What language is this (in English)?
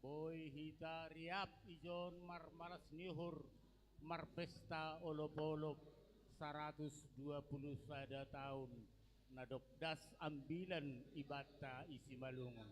Batak Simalungun